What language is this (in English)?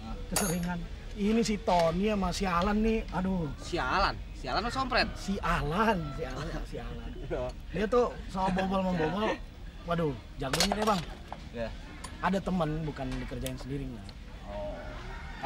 Betawi